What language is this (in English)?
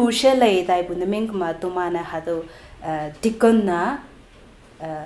Konyak Naga